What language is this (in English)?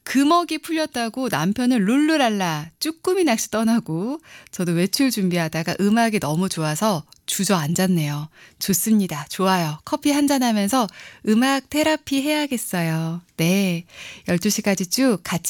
Korean